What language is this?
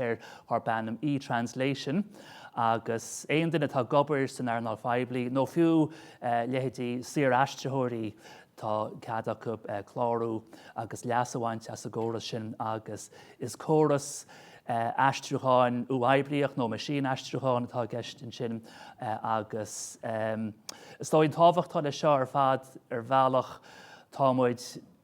Irish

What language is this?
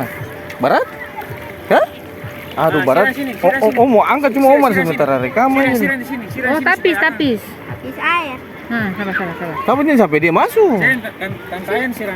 Ambonese Malay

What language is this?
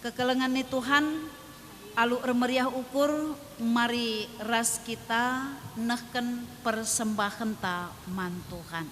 Batak Karo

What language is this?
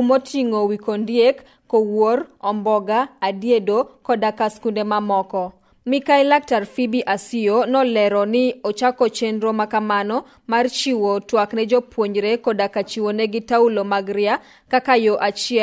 Luo (Kenya and Tanzania)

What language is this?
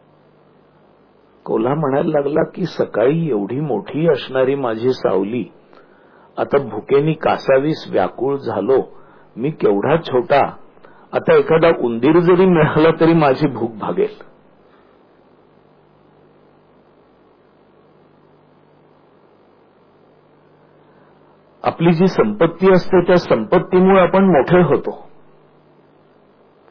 Marathi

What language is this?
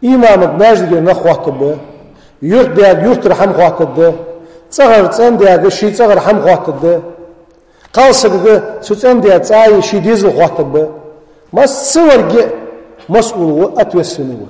Ingush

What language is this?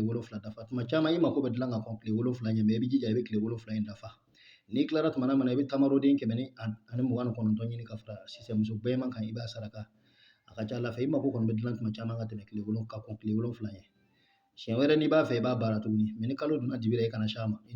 Bambara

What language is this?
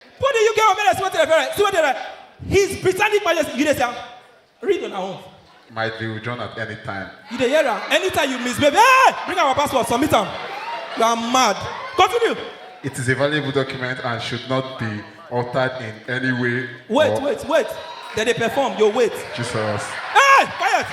Nigerian Pidgin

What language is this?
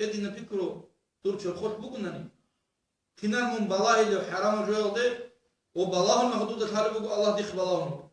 Avaric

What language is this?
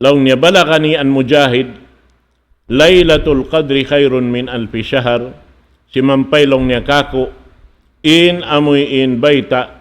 Tausug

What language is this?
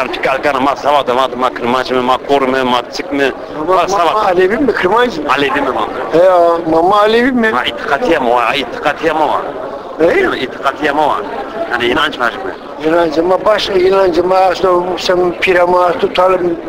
Zaza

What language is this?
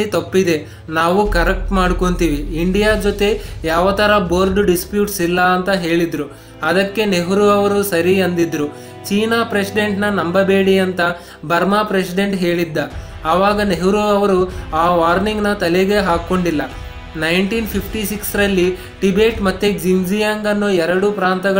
Kannada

